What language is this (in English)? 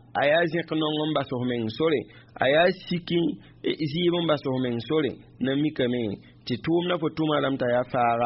Mossi